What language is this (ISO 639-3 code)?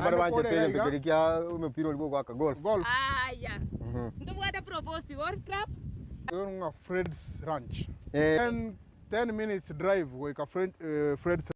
guz